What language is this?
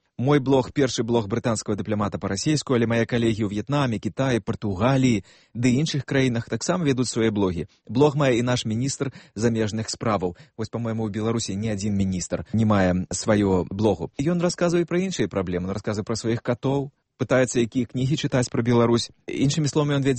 Belarusian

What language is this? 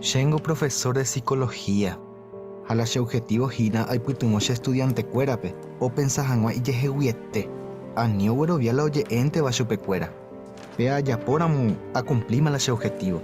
Guarani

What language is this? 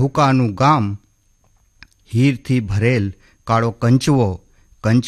Gujarati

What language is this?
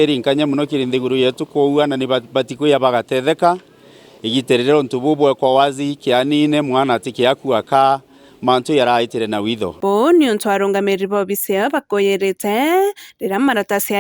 Meru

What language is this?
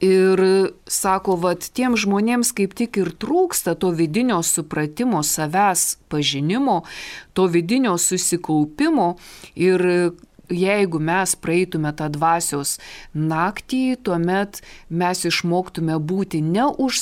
Lithuanian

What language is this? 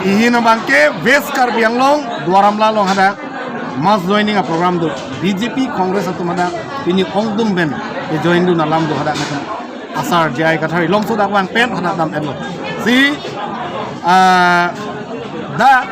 Karbi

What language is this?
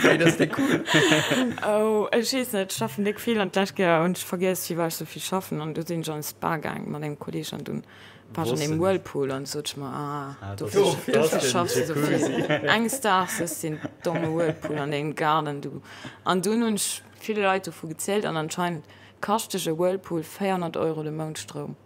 Luxembourgish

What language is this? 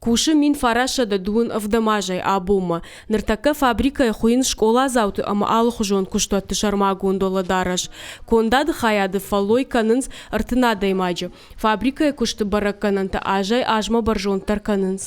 Ossetic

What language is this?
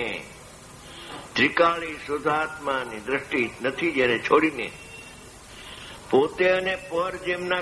Gujarati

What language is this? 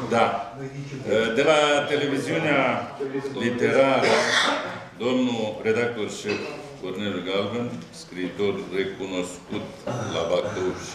Romanian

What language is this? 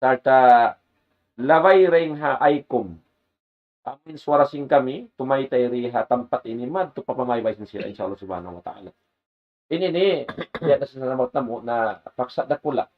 Tausug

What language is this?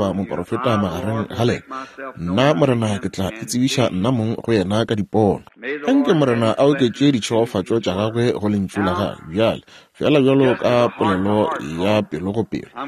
Northern Sotho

